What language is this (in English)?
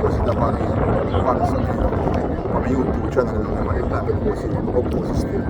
Jamaican Creole English